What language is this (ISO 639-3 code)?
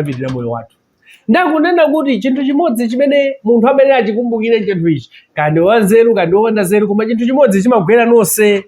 nya